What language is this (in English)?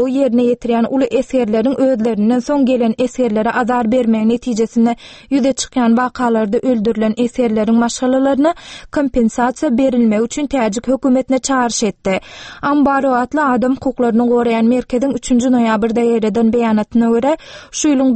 Turkmen